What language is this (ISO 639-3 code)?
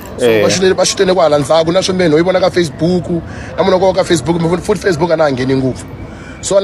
tso